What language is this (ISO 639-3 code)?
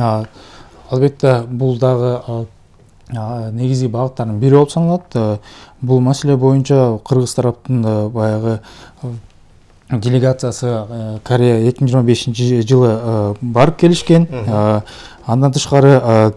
kir